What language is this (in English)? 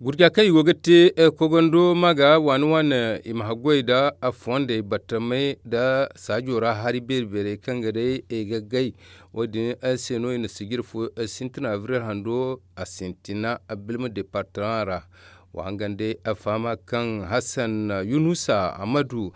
Zarma